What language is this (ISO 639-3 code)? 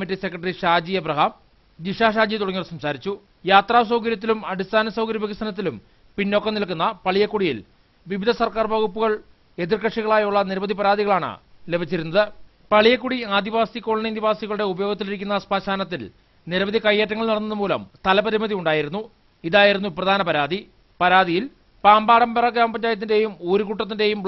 mal